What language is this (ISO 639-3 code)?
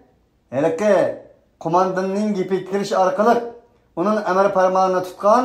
uig